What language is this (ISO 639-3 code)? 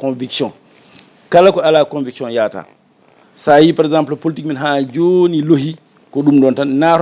ful